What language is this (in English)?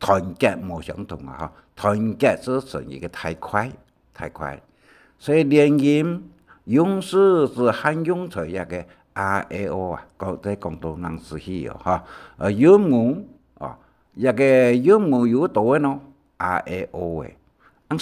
Hakka Chinese